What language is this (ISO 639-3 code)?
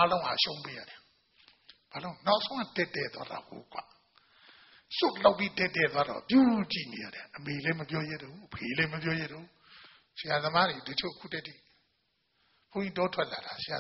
mya